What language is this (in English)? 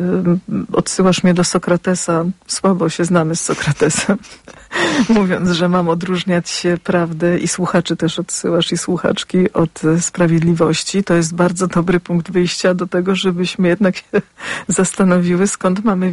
Polish